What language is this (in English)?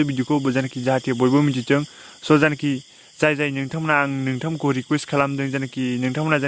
Bodo